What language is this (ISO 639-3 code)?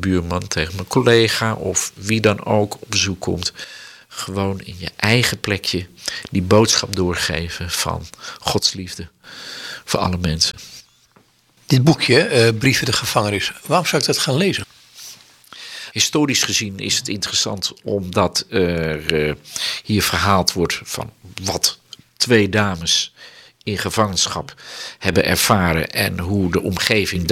nld